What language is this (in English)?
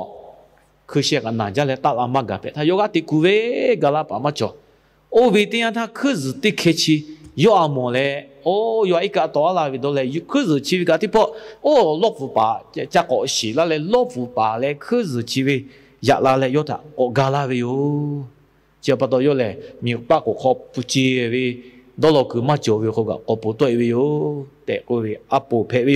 Lahu